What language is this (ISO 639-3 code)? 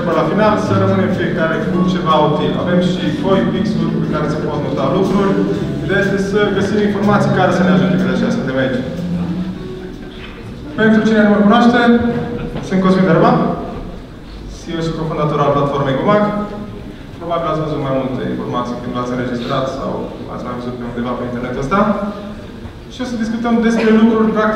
ron